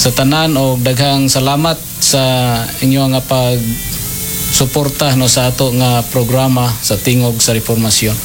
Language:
Cebuano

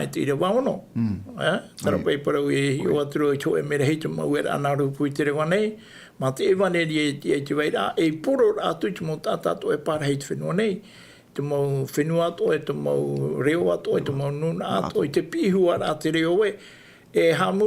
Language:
Tahitian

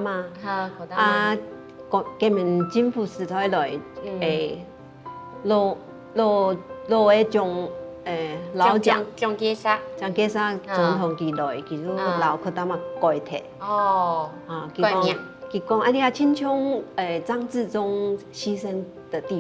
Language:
Hakka Chinese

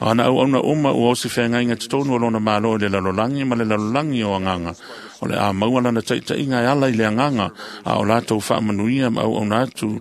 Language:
Samoan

